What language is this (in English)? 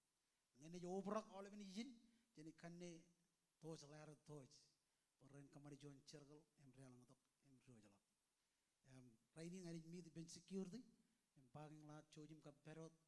Marshallese